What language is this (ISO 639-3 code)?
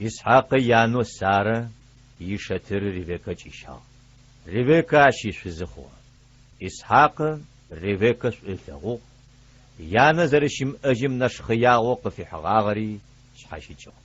ady